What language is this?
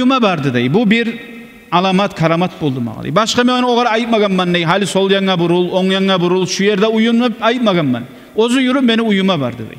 Kumyk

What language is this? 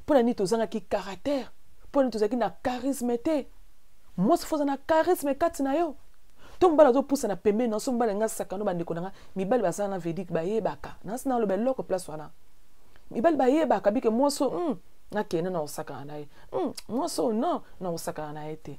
Lingala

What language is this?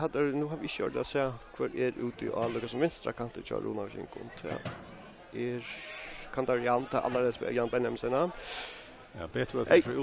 Faroese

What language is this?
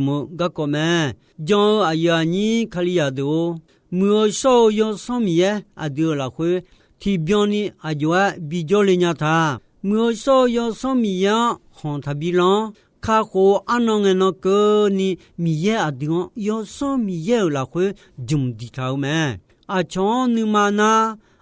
Akha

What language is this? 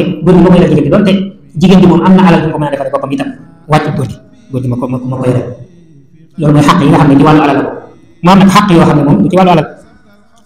Wolof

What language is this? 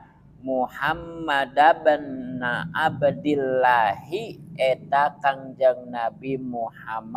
Sundanese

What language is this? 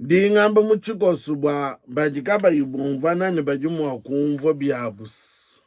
Luba-Lulua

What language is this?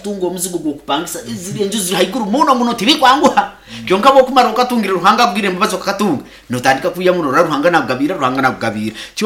Nyoro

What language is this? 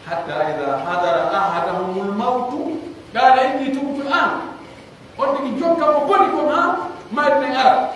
Pular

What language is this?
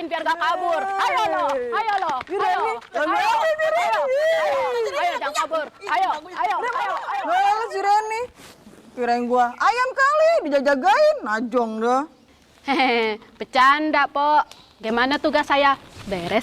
Betawi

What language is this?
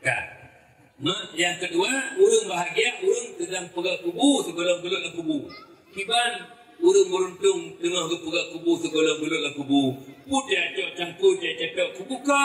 Achinese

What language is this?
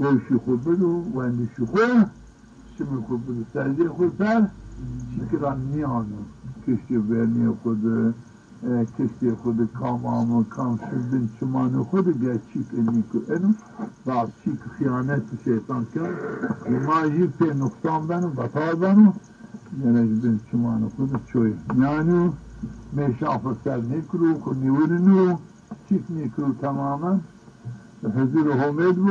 Zaza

